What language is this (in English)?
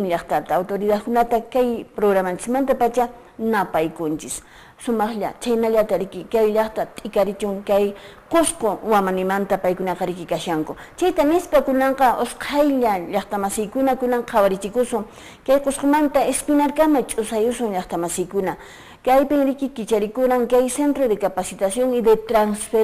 Quechua